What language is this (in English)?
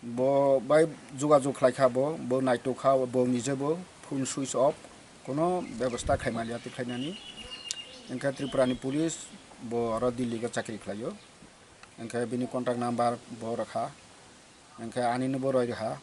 Kok Borok